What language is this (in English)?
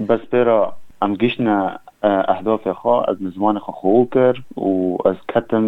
Kurdish